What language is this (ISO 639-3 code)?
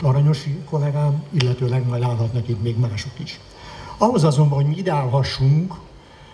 hun